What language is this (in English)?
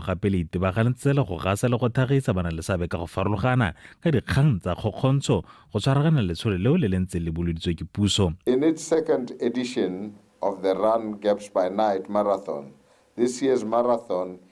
Tswana